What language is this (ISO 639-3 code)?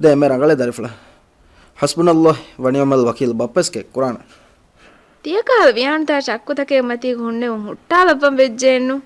div